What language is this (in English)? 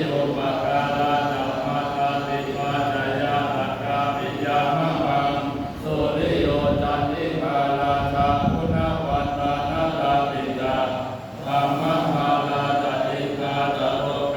Pali